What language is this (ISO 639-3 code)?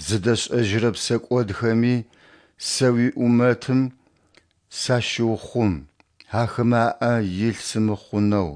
ady